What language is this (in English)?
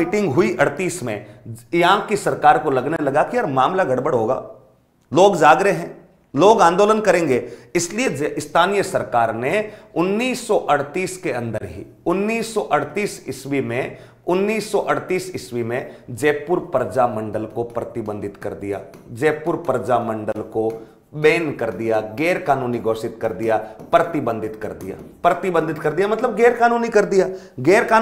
Hindi